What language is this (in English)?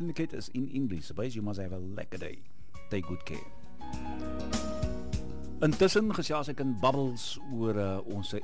Afrikaans